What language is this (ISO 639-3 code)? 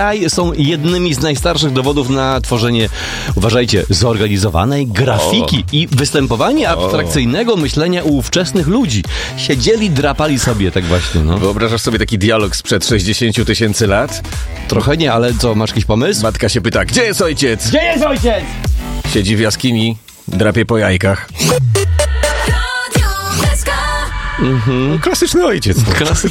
pol